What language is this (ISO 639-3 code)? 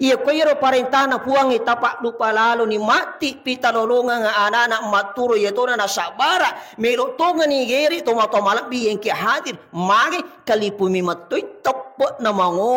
bug